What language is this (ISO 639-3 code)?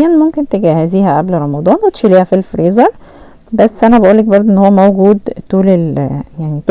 arz